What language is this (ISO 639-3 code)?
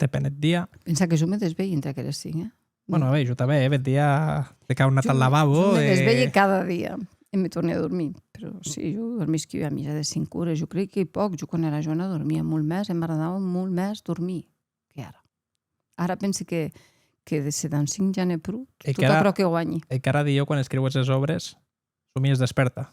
oci